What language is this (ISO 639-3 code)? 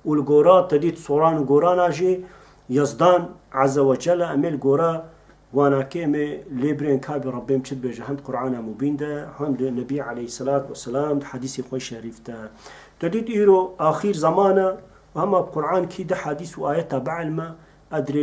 kur